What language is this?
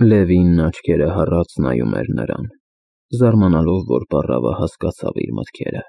Armenian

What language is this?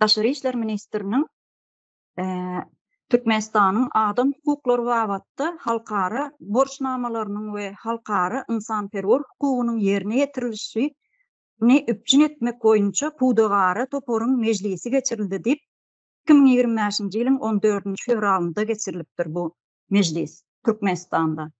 Turkmen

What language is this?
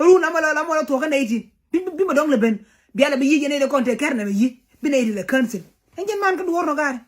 Nuer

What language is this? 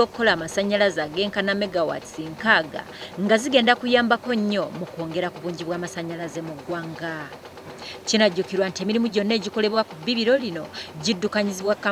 Ganda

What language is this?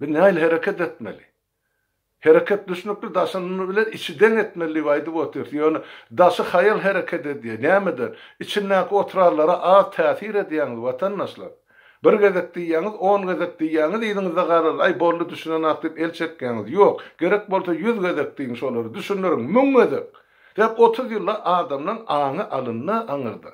Turkmen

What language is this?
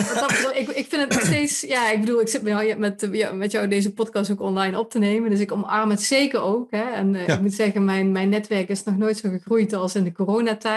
Dutch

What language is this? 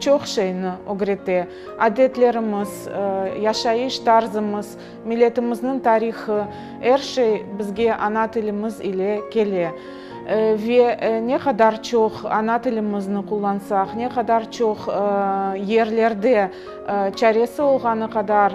Crimean Tatar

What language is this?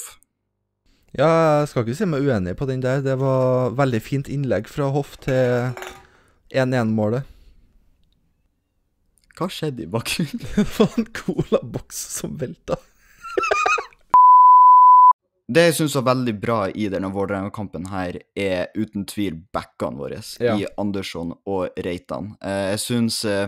Norwegian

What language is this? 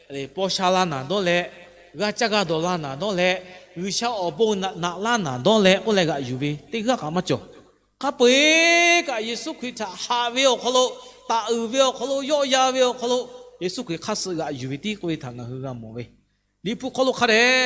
Lahu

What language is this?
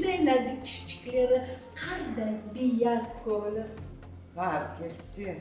Crimean Tatar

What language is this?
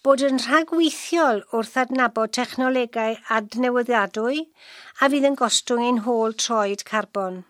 Welsh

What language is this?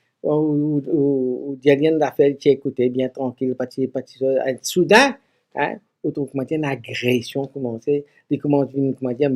Morisyen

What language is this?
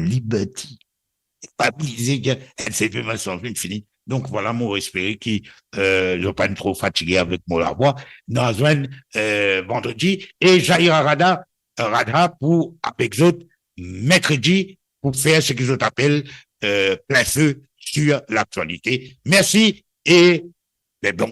Morisyen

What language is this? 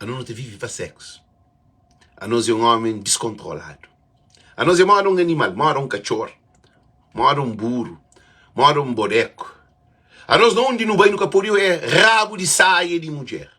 Kabuverdianu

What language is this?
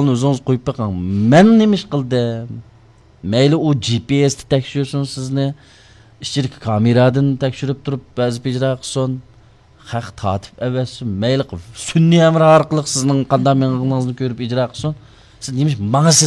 Uyghur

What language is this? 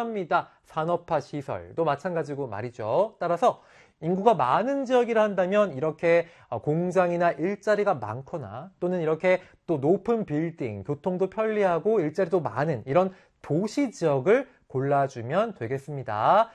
Korean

